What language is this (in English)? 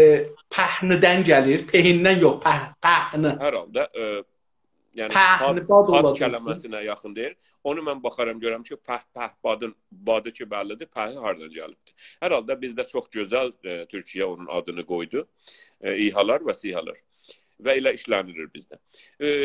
South Azerbaijani